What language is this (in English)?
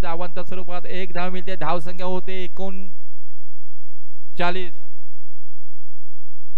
Marathi